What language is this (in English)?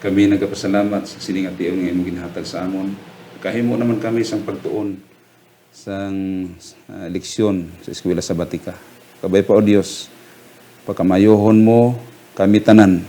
Hiligaynon